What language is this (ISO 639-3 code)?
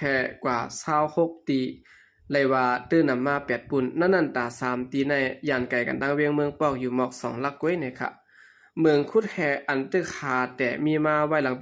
shn